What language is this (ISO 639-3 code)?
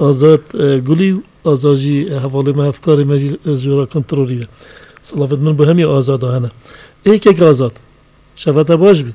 kur